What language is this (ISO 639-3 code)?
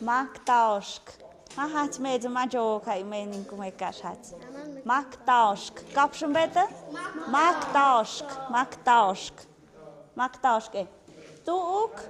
mxp